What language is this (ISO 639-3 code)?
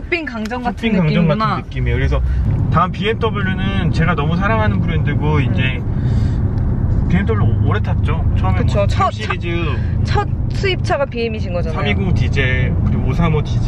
kor